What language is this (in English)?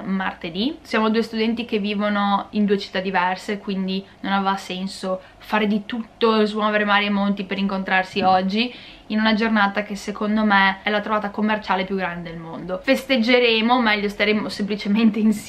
Italian